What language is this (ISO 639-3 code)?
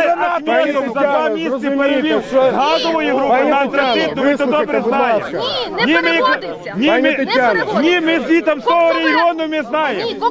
ukr